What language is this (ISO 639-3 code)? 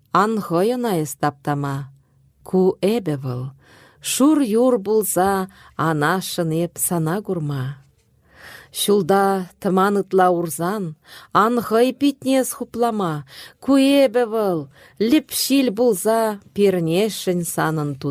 chv